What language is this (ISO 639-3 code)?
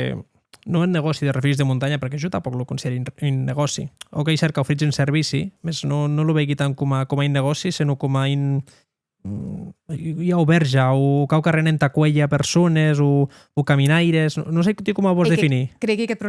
oci